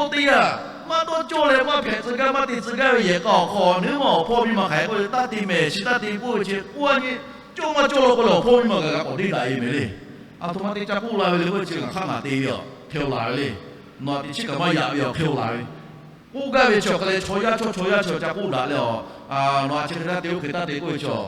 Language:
Lahu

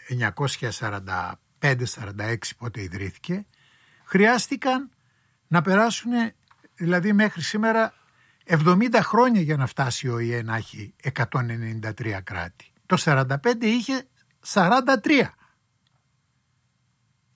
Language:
Greek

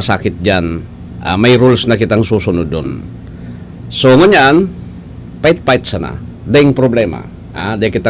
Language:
Bikol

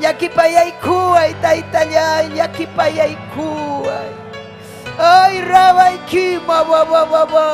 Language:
Ayacucho Quechua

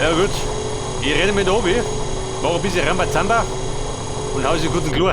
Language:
Bavarian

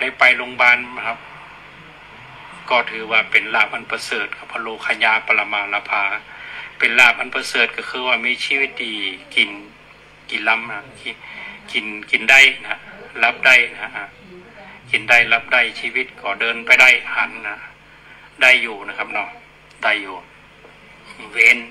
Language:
Thai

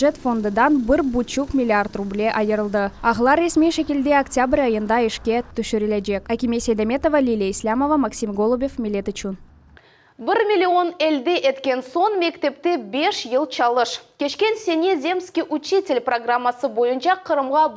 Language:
Crimean Tatar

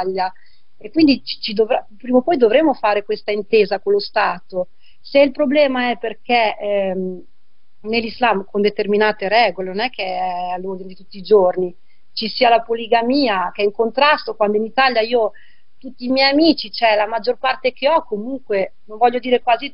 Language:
Italian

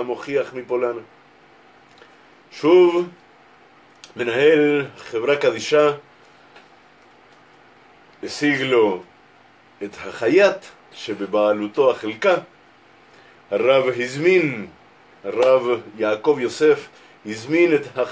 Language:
Hebrew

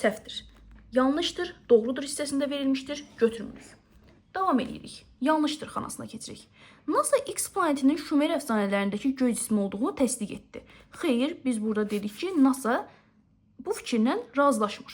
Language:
Azerbaijani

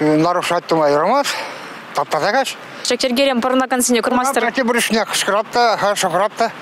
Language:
Chuvash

